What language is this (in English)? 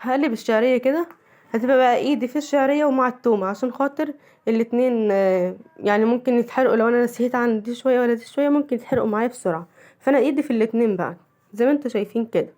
Egyptian Arabic